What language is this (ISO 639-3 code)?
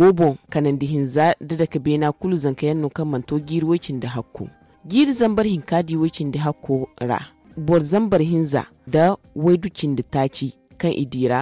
dje